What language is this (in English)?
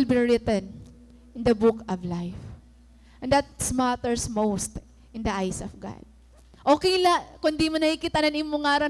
Waray